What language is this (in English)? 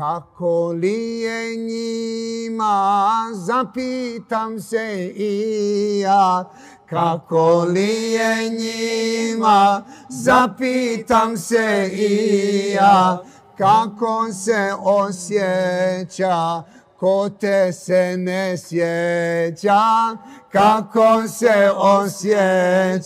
Bosnian